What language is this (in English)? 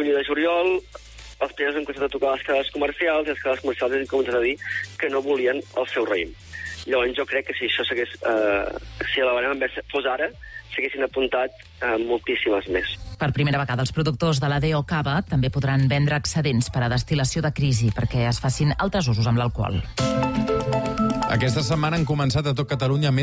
Catalan